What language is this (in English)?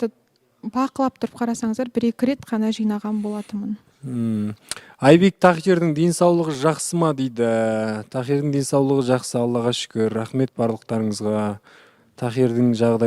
Kazakh